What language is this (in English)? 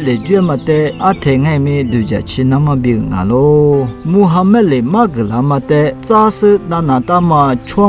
Lisu